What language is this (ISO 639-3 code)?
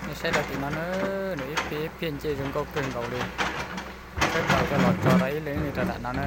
hmn